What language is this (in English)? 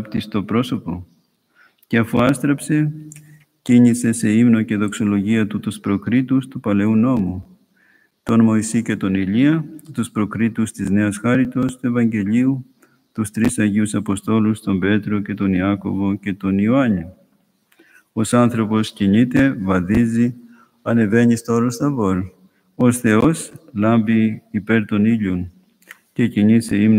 Greek